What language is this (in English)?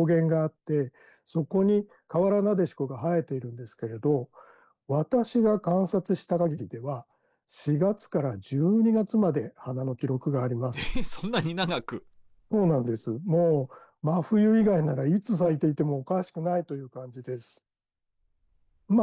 Japanese